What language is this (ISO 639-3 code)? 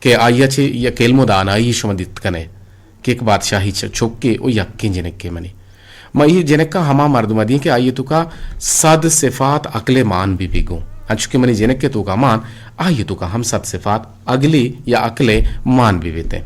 bgp